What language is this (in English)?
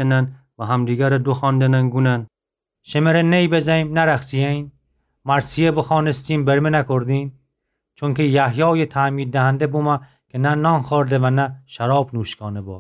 Gilaki